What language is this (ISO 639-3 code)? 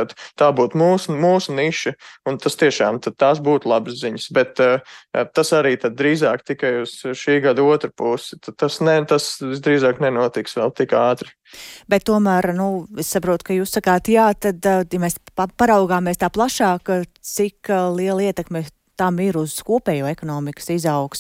lav